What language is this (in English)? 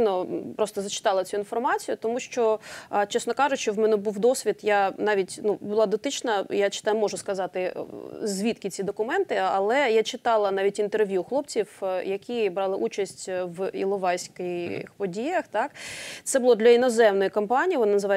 Ukrainian